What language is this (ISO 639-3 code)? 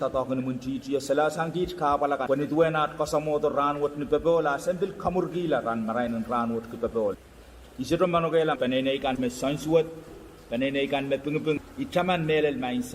pon